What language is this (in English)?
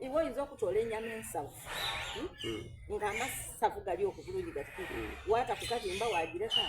Soga